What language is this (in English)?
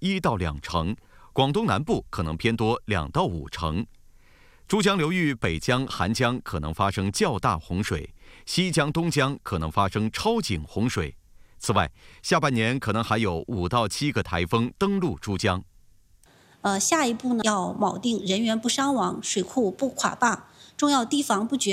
Chinese